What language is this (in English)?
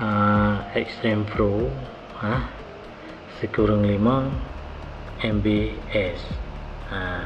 Achinese